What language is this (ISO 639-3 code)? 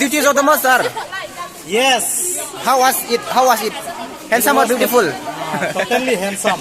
hmr